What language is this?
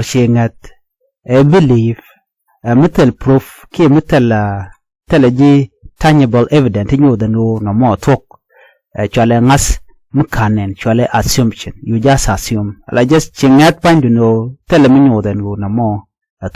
Nuer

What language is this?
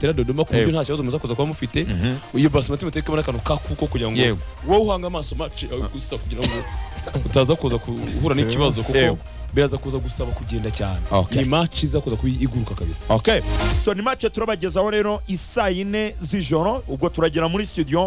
Kinyarwanda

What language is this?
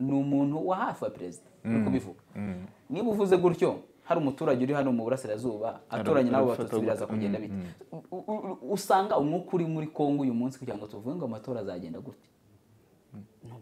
Kinyarwanda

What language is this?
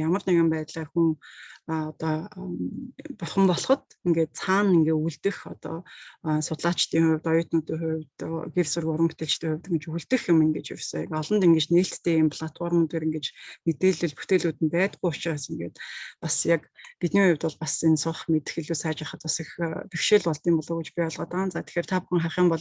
Mongolian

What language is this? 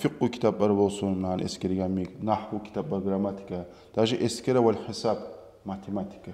Kumyk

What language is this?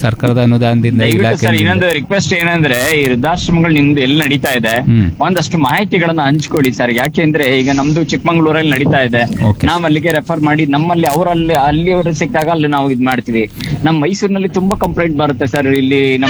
Kannada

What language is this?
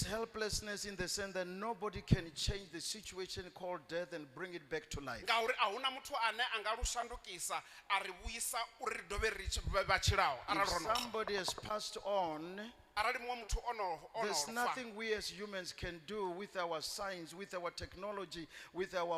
Venda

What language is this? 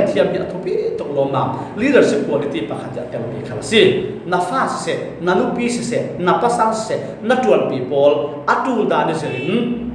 Falam Chin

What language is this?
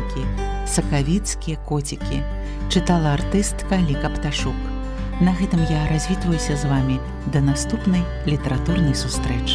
Belarusian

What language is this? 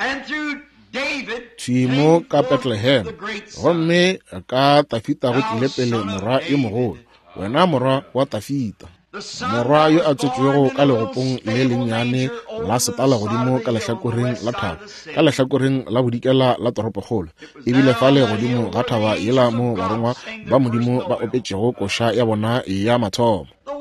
Northern Sotho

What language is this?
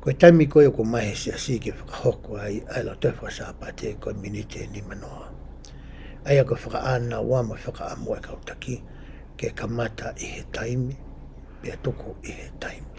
Tongan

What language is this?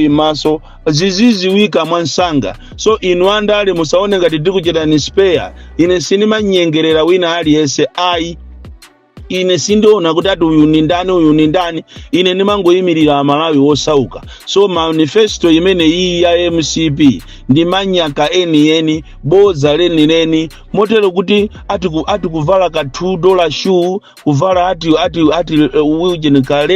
Nyanja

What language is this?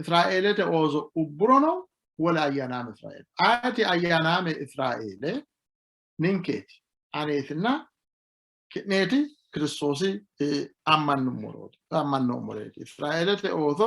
Sidamo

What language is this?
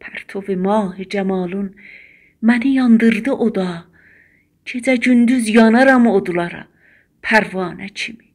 South Azerbaijani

